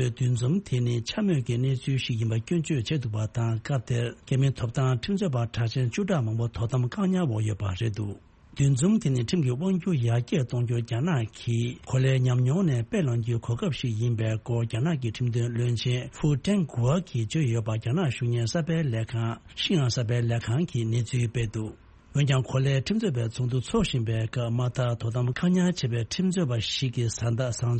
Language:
Tibetan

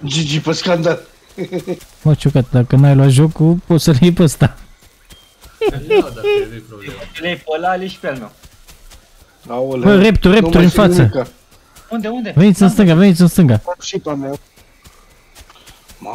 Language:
Romanian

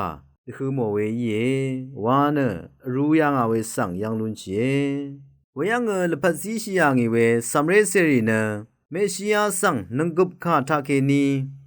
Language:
Rawang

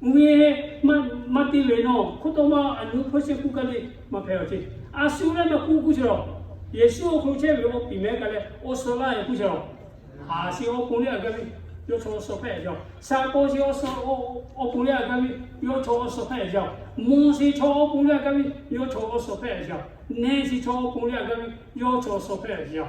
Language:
Lahu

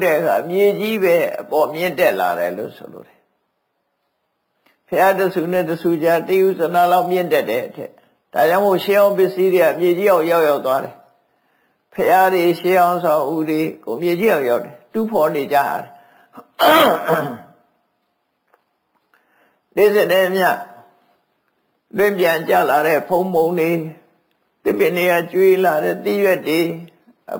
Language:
Burmese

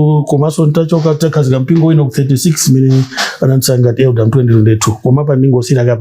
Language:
Nyanja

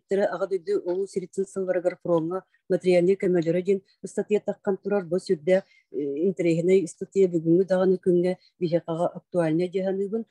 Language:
Yakut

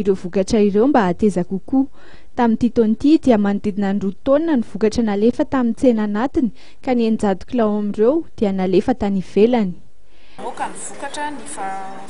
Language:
Malagasy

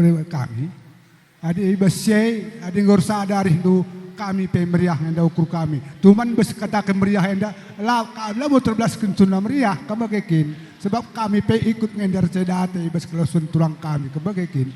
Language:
Batak Karo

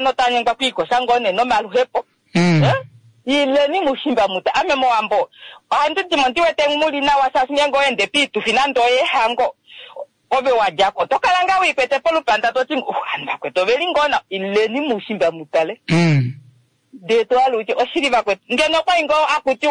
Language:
Kuanyama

